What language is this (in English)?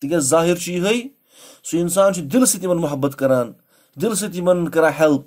Kashmiri